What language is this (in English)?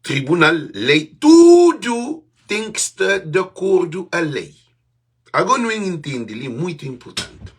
Kabuverdianu